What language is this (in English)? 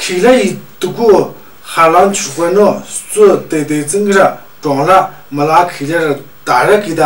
Tu